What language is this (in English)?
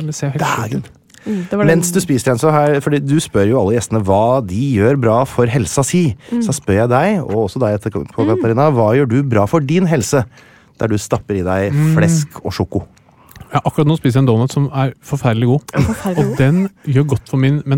Norwegian